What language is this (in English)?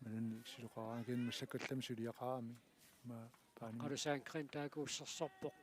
Kalaallisut